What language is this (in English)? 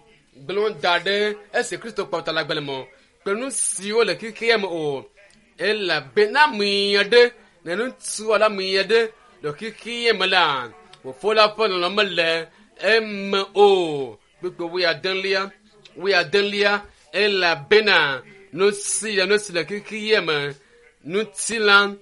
Ewe